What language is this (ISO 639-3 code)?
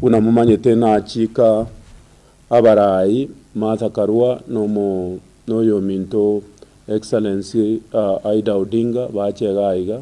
guz